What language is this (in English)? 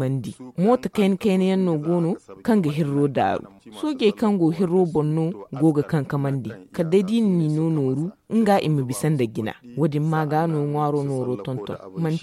Zarma